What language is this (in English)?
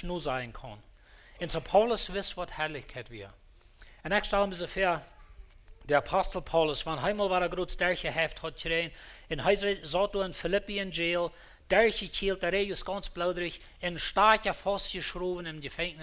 Plautdietsch